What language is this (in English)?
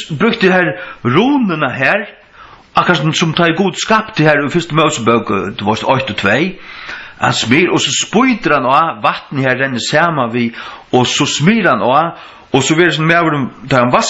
Faroese